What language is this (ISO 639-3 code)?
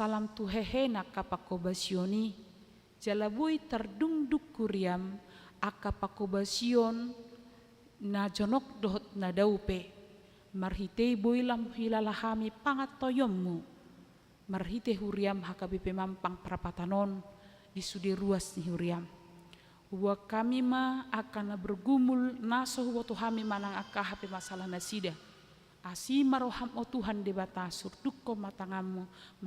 bbc